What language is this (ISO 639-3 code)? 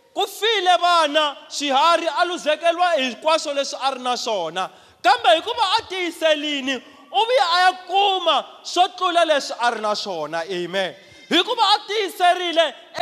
tso